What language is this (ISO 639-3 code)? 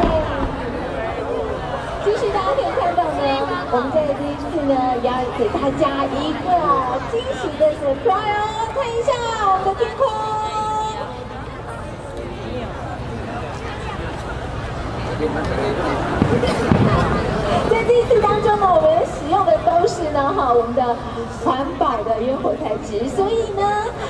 zho